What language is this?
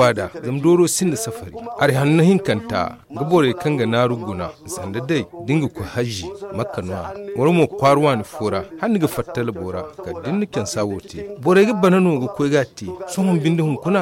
Zarma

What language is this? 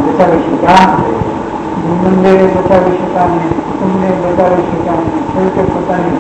Gujarati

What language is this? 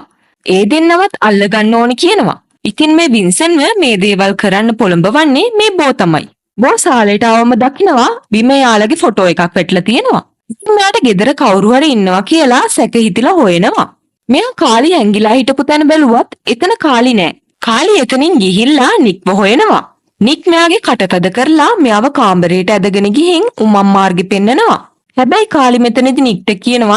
Sinhala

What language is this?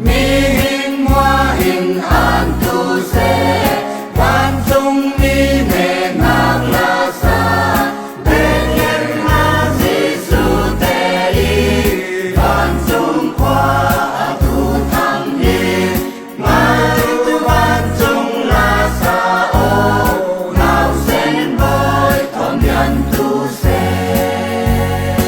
Falam Chin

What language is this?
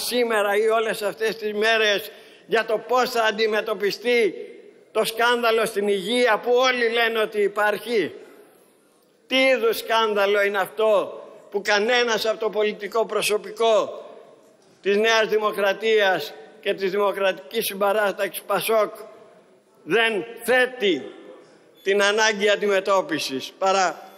Greek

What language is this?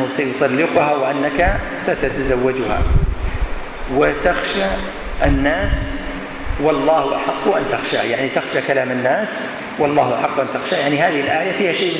Arabic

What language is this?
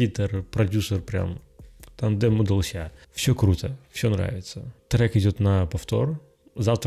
Russian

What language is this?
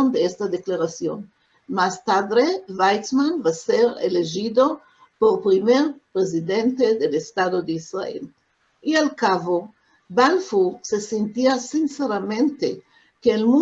Ladino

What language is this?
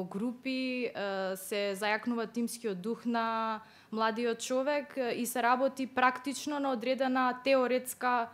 Macedonian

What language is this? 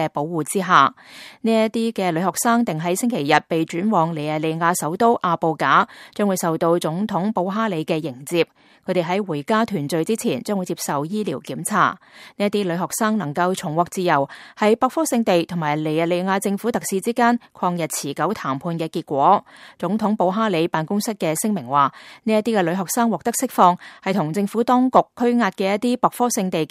Cantonese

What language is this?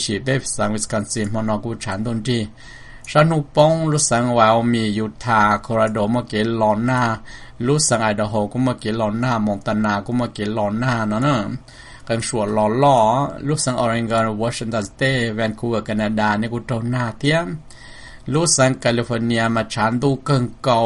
Hmong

